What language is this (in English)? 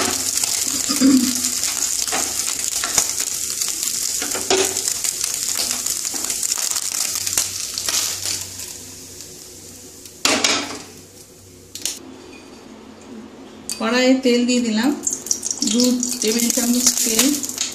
Bangla